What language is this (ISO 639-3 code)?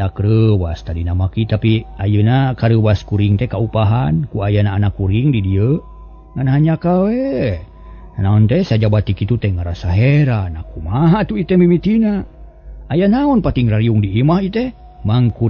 sun